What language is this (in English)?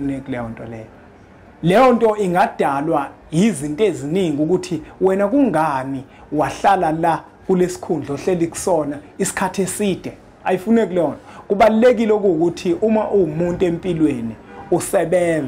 Zulu